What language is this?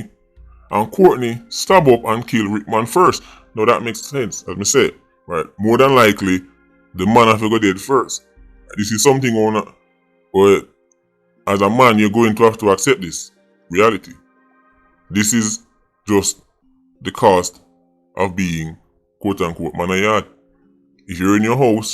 Jamaican Creole English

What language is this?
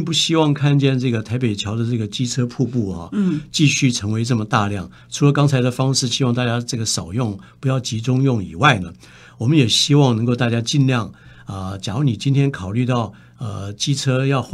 Chinese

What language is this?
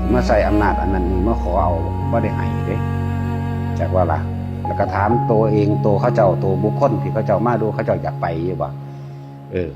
Northeastern Thai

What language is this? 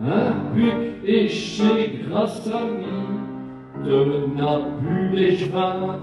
Picard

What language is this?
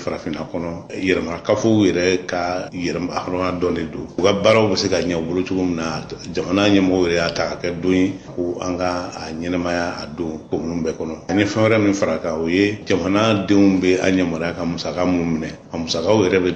Bambara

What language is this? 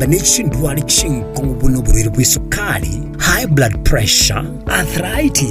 Gusii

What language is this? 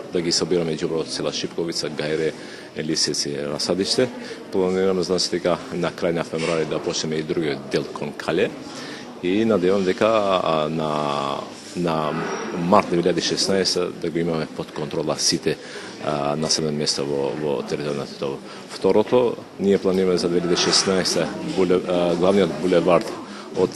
Macedonian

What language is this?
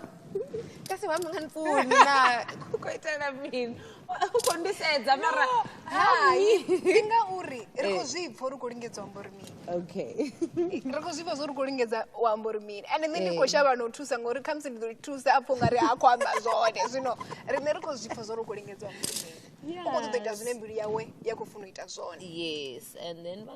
Venda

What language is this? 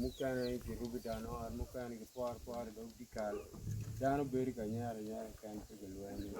Acoli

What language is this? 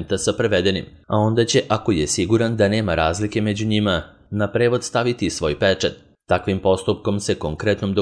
Serbian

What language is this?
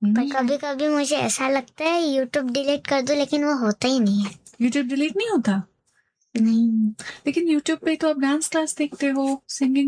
Hindi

